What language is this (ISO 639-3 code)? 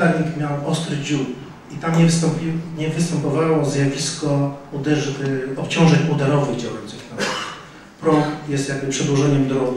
pol